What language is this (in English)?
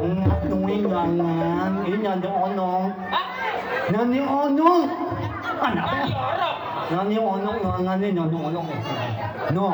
Betawi